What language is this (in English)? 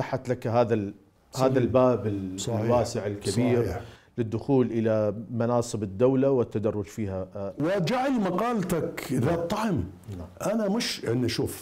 Mesopotamian Arabic